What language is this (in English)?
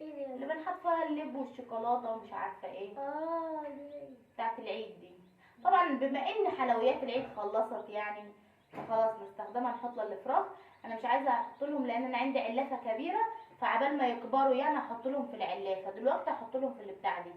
Egyptian Arabic